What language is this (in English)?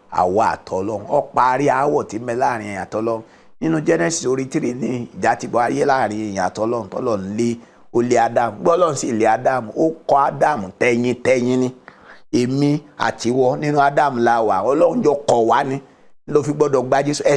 Yoruba